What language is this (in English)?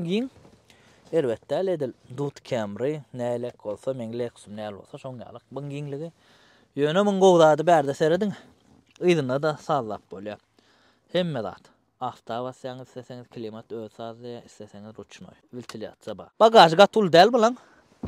Turkmen